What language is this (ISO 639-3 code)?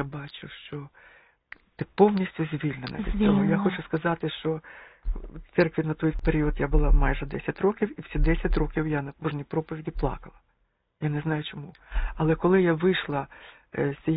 ukr